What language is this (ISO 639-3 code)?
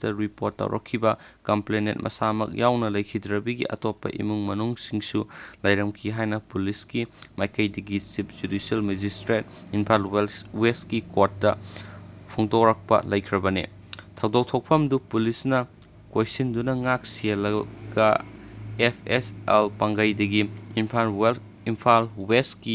mni